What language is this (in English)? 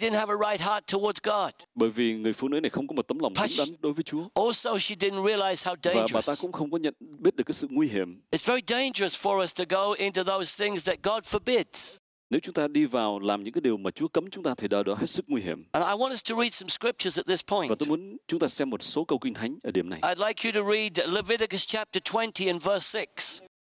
Vietnamese